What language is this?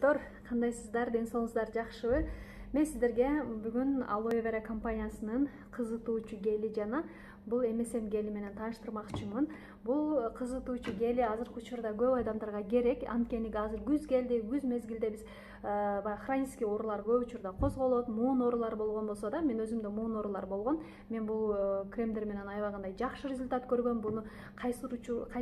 Kyrgyz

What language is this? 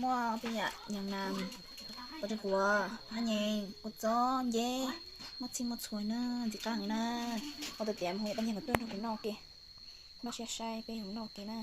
Hmong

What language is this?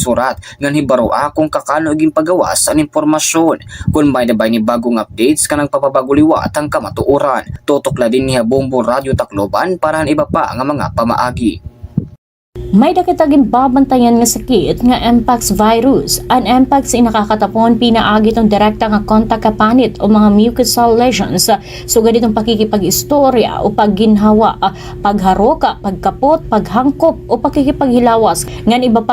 Waray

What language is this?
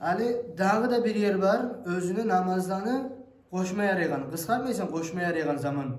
Kumyk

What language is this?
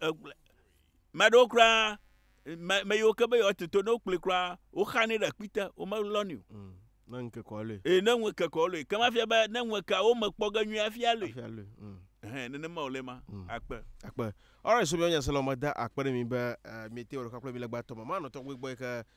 Ewe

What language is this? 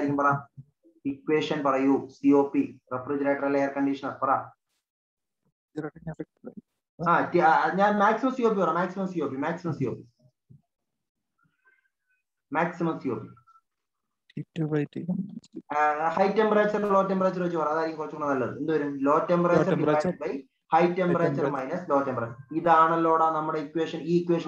Malayalam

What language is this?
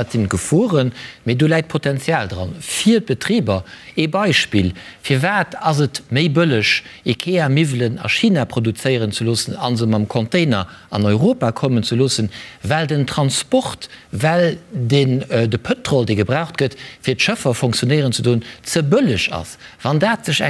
Luxembourgish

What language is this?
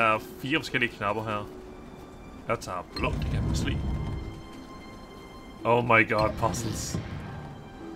Danish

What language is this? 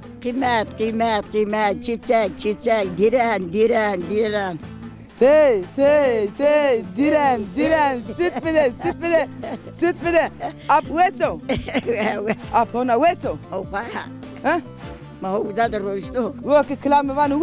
Zaza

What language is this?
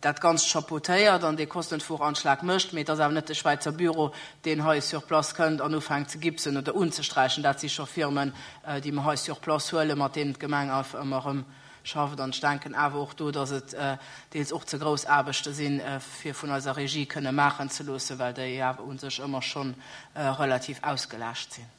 Luxembourgish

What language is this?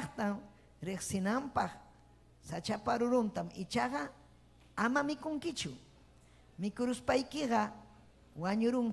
Ayacucho Quechua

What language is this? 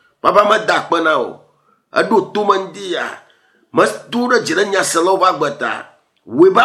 Ewe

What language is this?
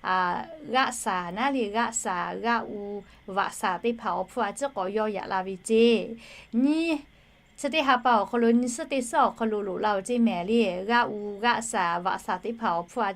Lahu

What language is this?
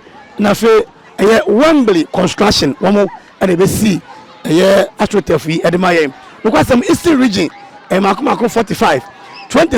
Akan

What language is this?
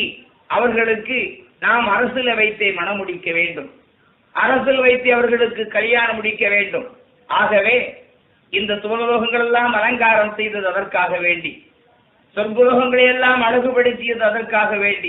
Tamil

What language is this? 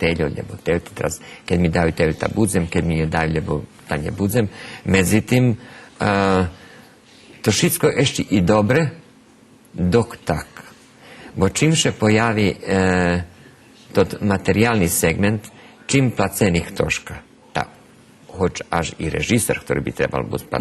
Rusyn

